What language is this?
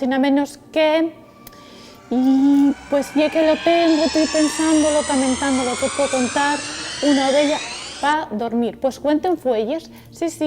Asturian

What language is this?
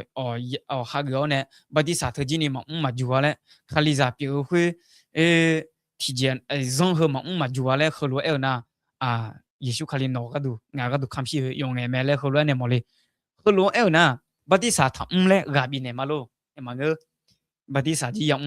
Akha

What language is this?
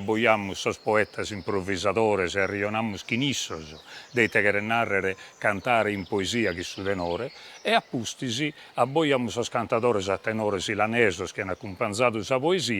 Sardinian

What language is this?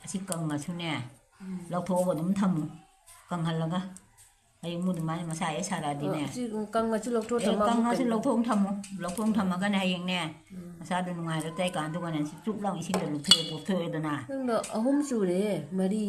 Manipuri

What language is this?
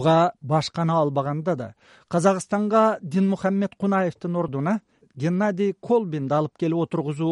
Kyrgyz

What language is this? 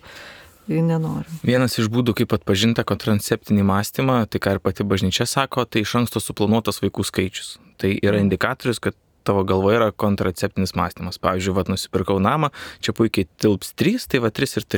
Lithuanian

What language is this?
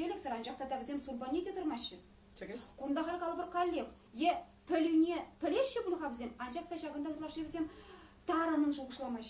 Chuvash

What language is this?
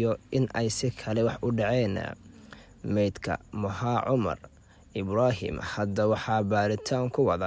Somali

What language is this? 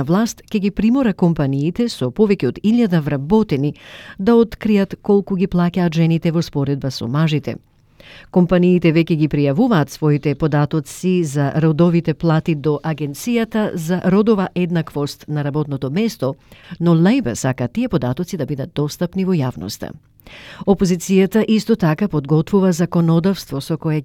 Macedonian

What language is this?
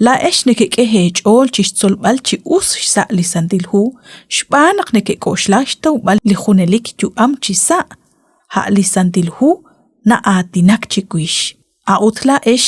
Kekchí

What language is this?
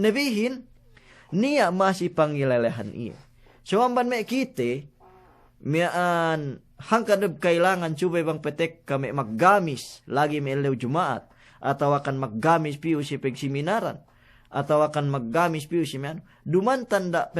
Yakan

